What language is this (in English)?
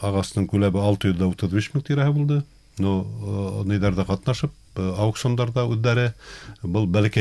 Bashkir